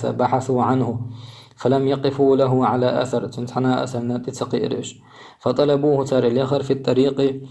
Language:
Chechen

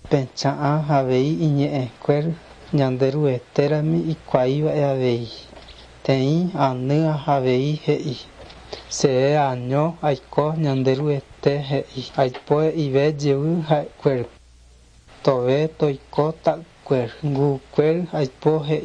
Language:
Guarani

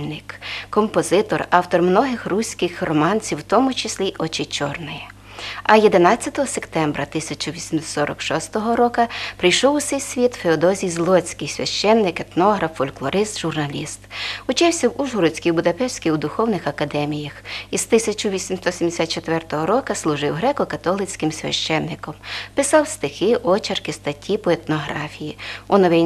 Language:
Rusyn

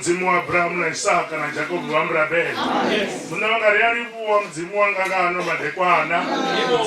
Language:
Venda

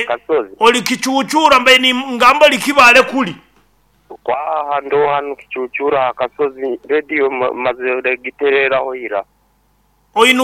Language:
Nyankole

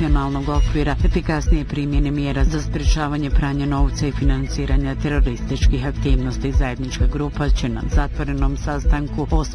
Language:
Bosnian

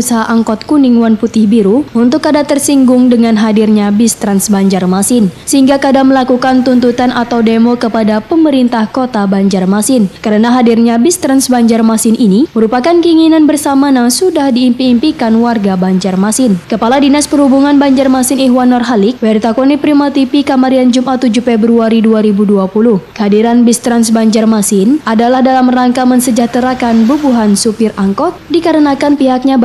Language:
Banjar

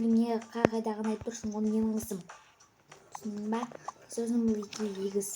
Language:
Kazakh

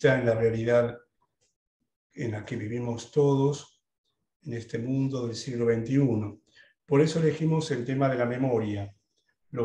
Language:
Spanish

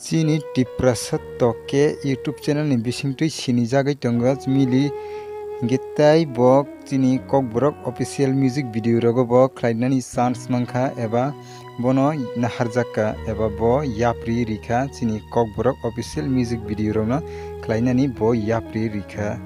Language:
Kok Borok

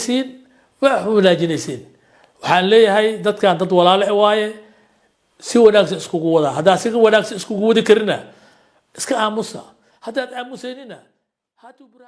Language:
Somali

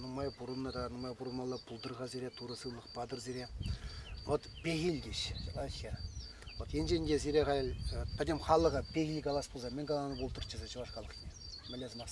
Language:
Chuvash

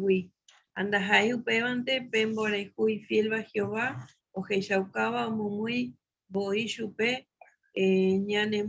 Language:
Guarani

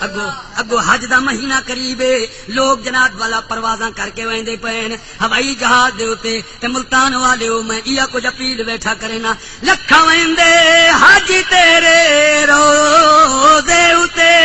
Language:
Saraiki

